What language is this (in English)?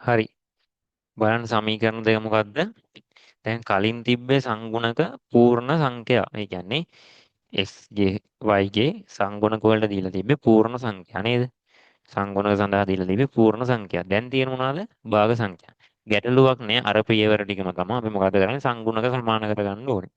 Sinhala